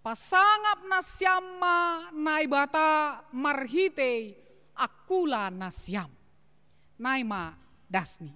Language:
Batak Simalungun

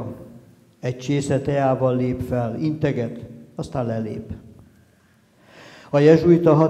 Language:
Hungarian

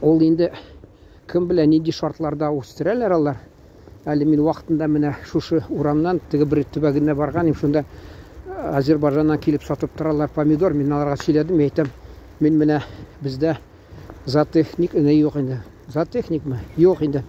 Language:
Tatar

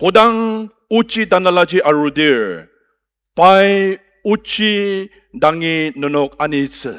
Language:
Ao Naga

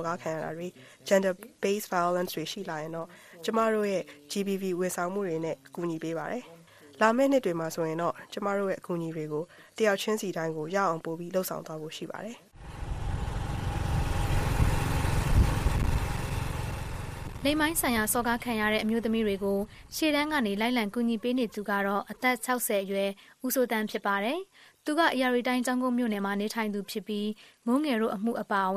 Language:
Burmese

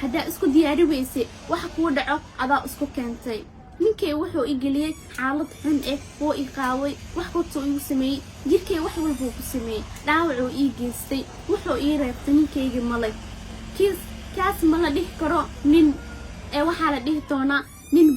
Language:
Somali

